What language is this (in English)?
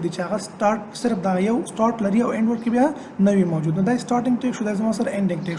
Pashto